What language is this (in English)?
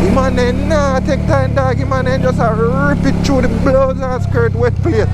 Jamaican Creole English